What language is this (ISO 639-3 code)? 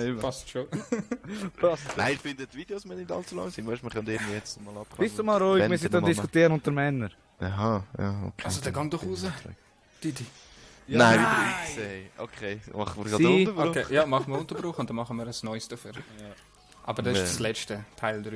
gsw